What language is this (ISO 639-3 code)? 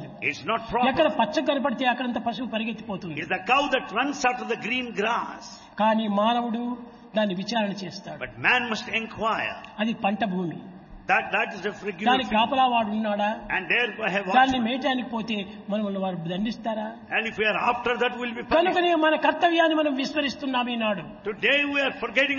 tel